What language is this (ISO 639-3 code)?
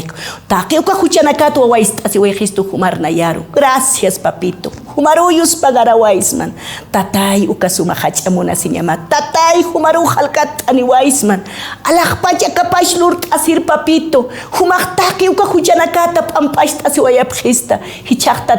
aym